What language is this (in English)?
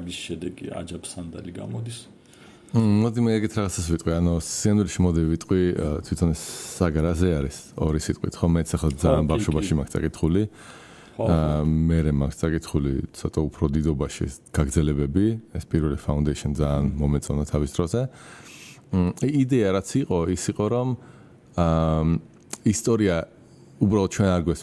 Georgian